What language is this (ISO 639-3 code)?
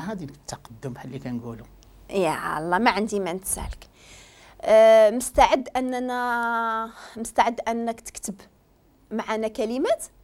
ary